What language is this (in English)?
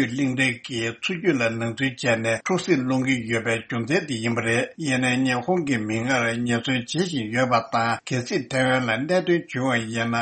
Tibetan